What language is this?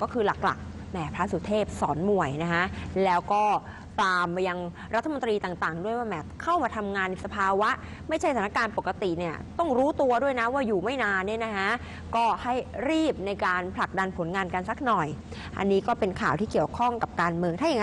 Thai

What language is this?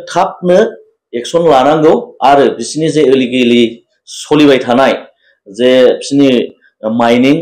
Bodo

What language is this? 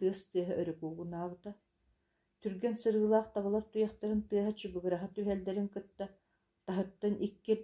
Yakut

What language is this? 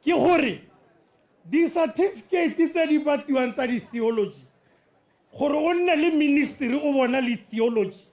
Tswana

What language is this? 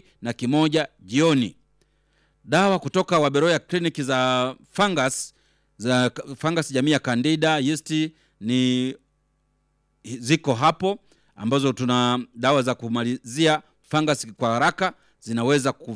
Swahili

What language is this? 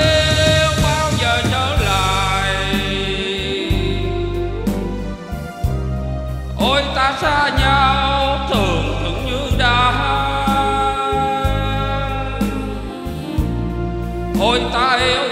Vietnamese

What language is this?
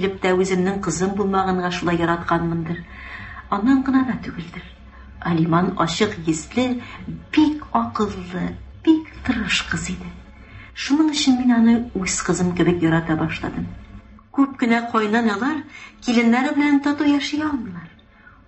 Tatar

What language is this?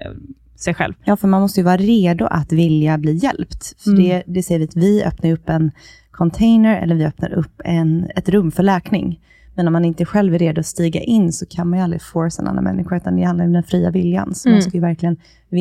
Swedish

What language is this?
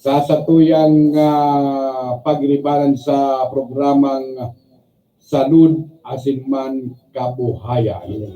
Bikol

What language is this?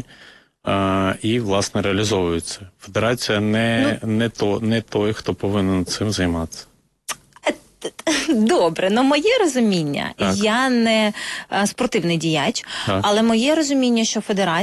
Ukrainian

